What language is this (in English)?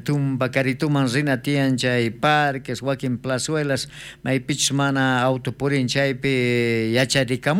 South Bolivian Quechua